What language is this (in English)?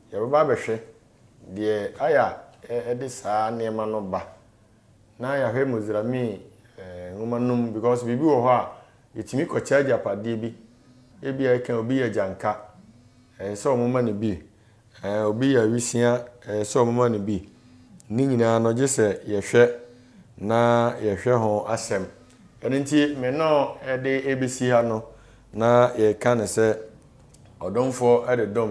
Akan